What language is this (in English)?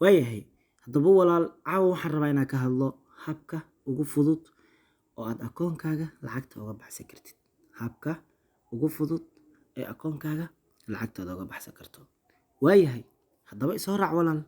Somali